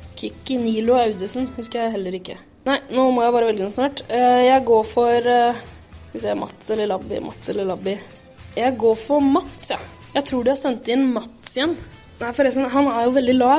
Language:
Norwegian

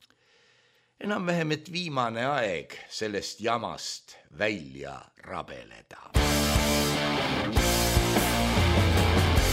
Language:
Estonian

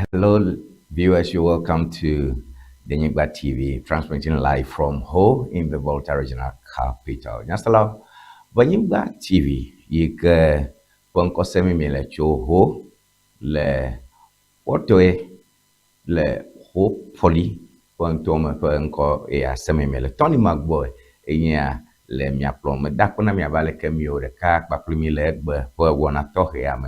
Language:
Ewe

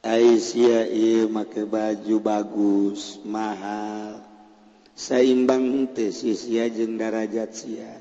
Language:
Sundanese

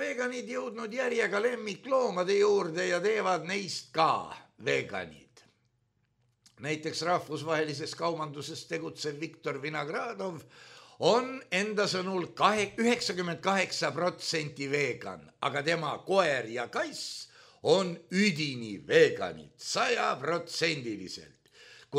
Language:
Estonian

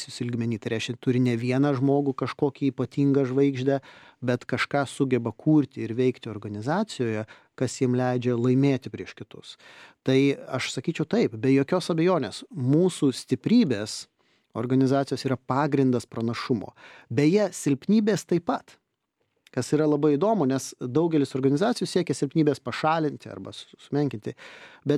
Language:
Lithuanian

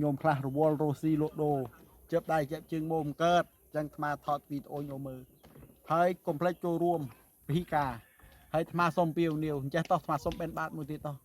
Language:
Khmer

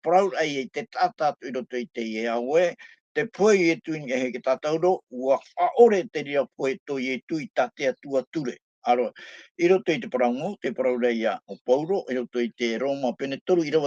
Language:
Tahitian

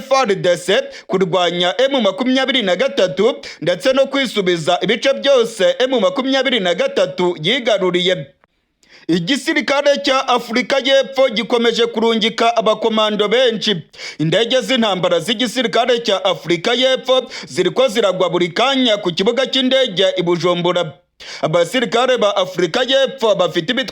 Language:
Rundi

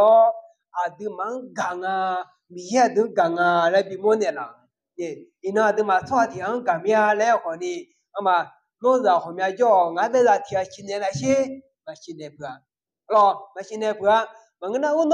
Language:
Akha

